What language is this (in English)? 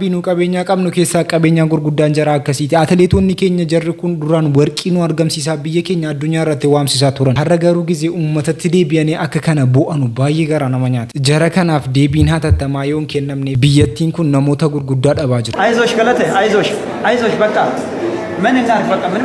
Oromo